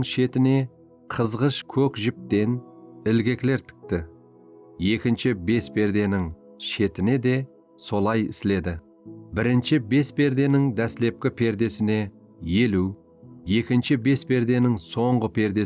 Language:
Kara-Kalpak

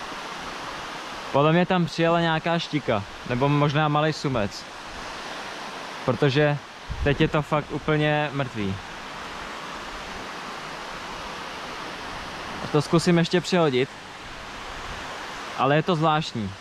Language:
Czech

